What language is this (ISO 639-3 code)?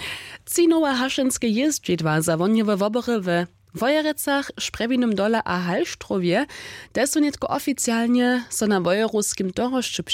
hsb